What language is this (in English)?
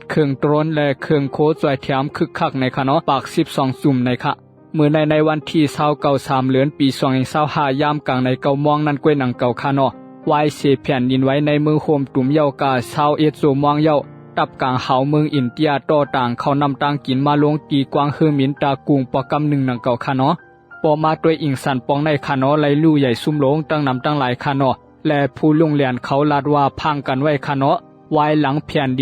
Shan